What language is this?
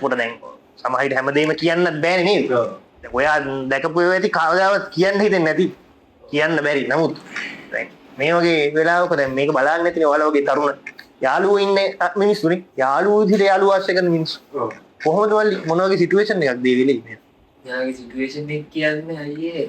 Sinhala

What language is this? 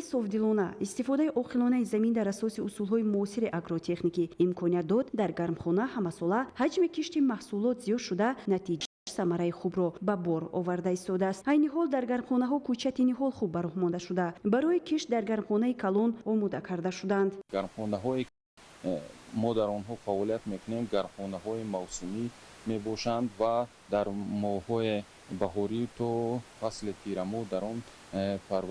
Tajik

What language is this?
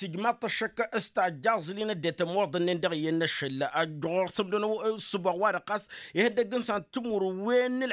Tamasheq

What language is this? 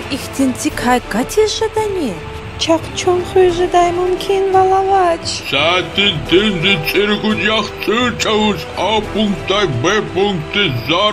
Lezghian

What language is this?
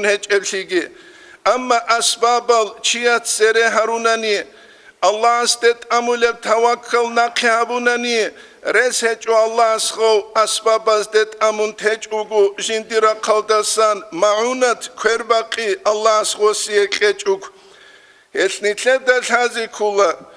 Avaric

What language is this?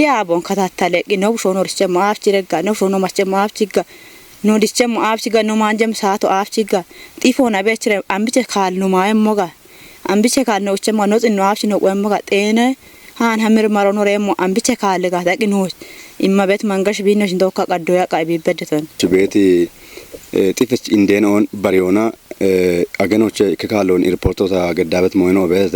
Kafa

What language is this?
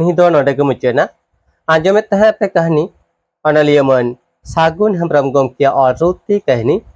Santali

